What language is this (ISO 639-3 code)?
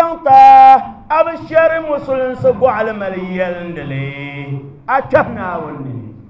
dag